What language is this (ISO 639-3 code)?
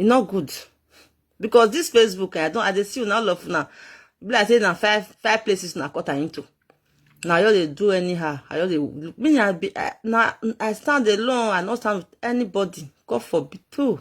pcm